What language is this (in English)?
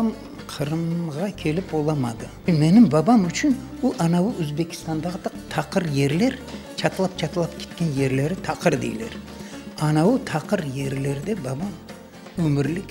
Crimean Tatar